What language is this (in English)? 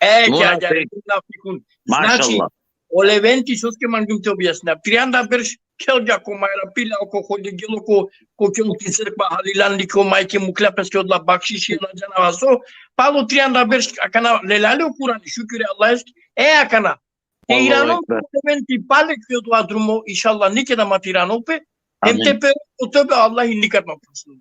Balkan Romani